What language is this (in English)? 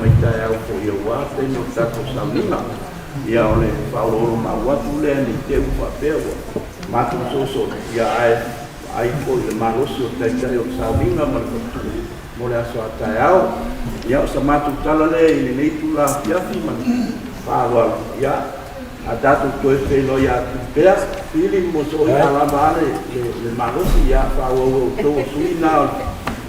Samoan